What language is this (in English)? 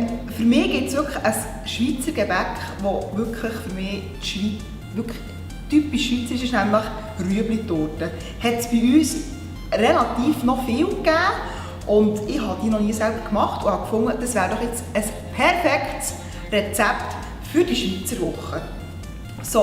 Swiss German